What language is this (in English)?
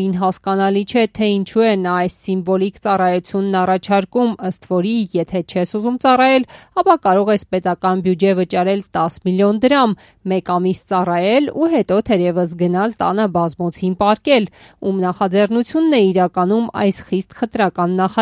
Armenian